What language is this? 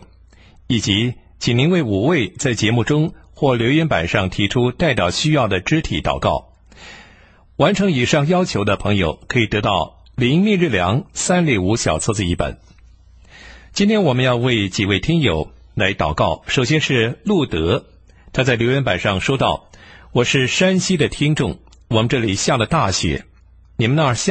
Chinese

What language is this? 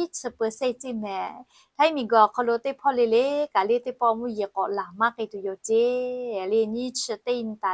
Lahu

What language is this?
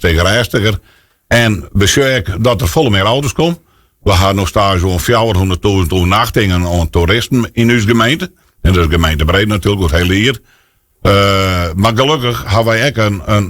Western Frisian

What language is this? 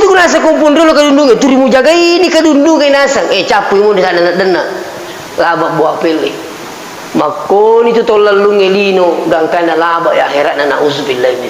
Buginese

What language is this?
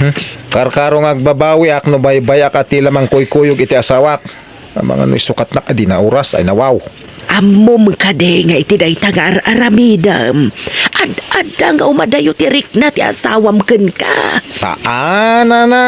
Iloko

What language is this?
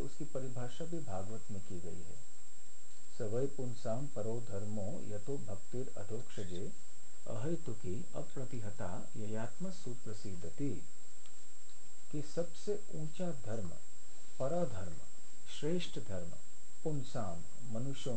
Hindi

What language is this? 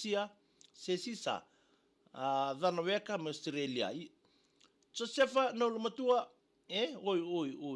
Fijian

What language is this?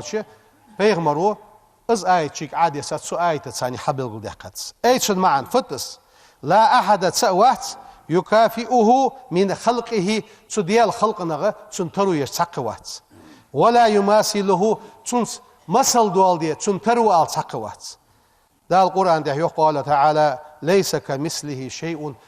Ingush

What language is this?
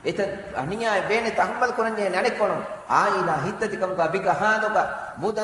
Divehi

